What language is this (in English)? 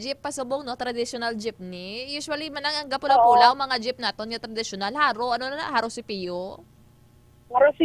Hiligaynon